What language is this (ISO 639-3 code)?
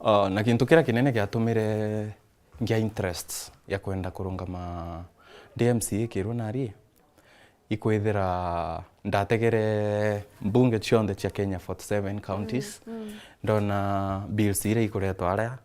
mer